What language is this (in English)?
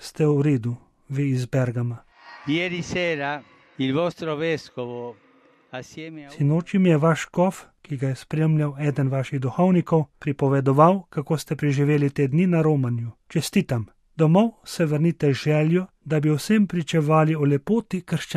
Slovenian